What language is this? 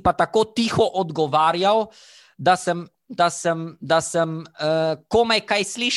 Slovenian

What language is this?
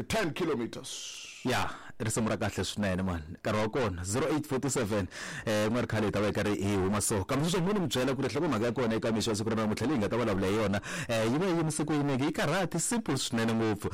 Tsonga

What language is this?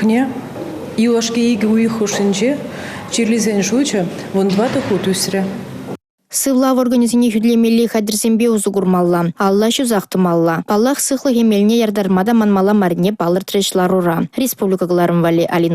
Chuvash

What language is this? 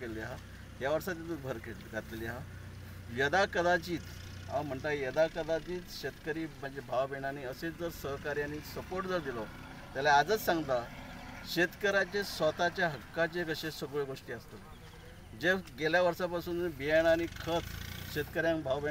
Konkani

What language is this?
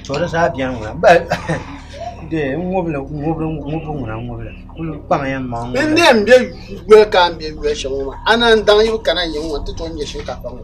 Dagbani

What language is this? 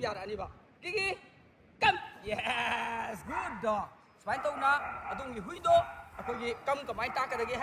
Manipuri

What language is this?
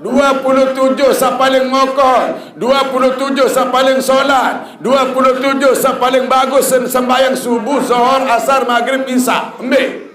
Sasak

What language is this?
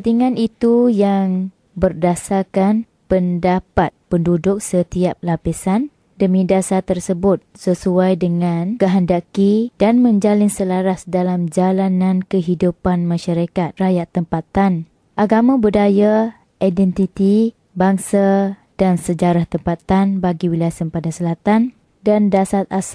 Malay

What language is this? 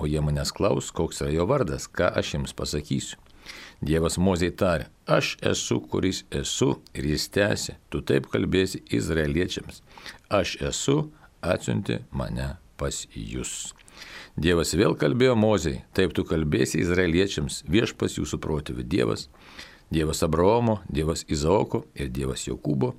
Lithuanian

